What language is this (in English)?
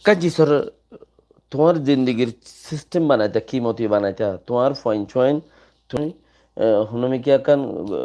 Rohingya